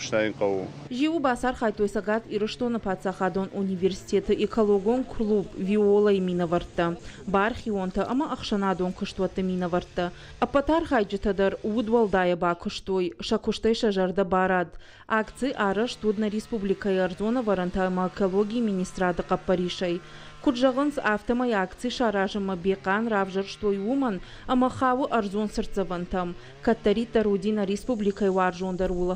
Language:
Ossetic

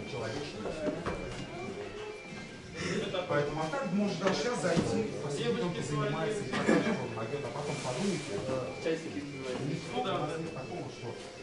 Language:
Russian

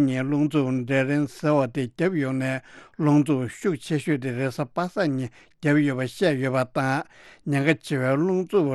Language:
Tibetan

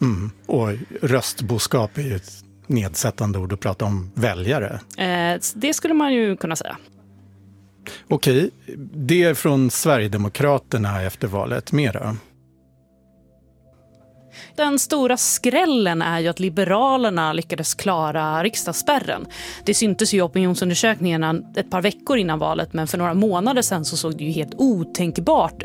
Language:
Swedish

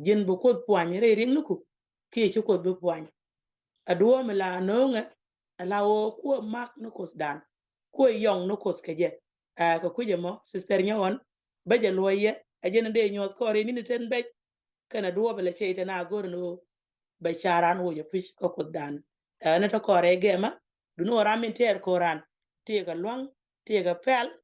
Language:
Nuer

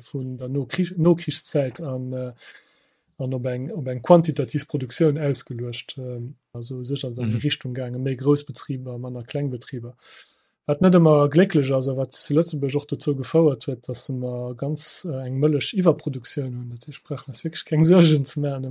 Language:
Luxembourgish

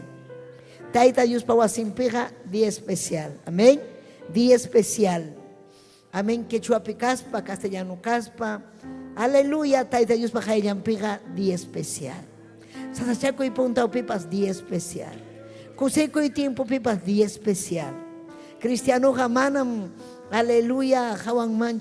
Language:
Ayacucho Quechua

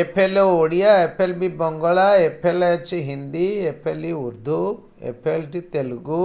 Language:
Odia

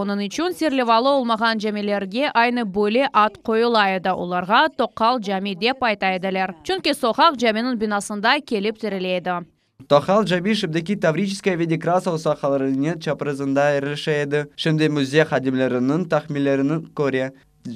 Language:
Crimean Tatar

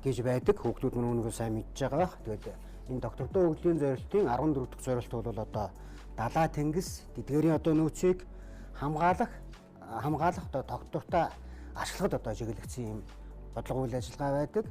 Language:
Mongolian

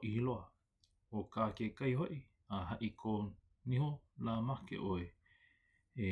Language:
Hawaiian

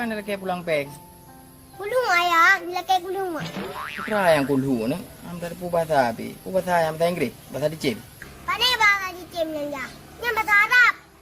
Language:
Achinese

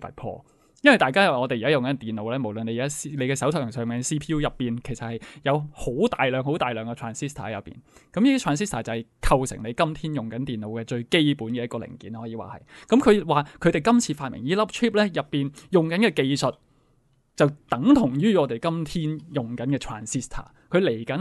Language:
Cantonese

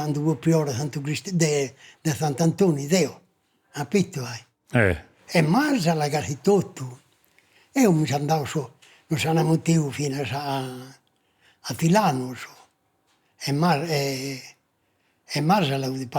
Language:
Sardinian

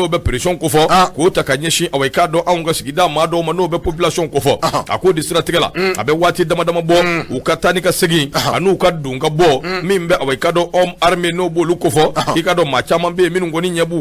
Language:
Bambara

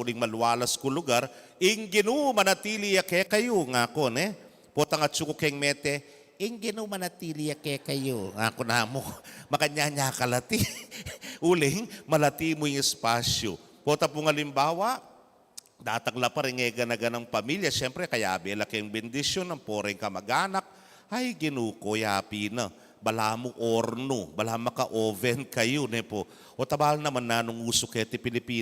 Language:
Pampanga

